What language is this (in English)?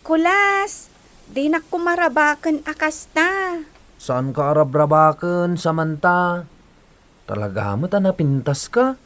Iloko